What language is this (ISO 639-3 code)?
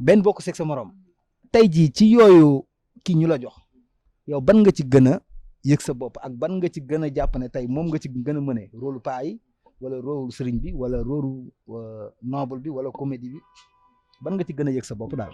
wol